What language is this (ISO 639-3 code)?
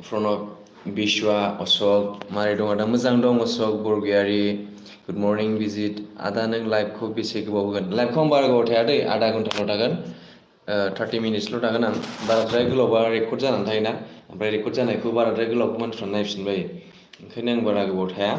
brx